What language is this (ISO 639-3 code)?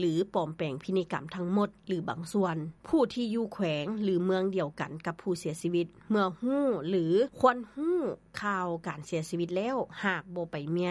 lao